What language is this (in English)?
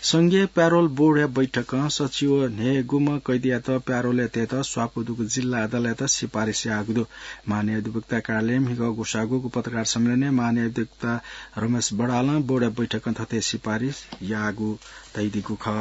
Newari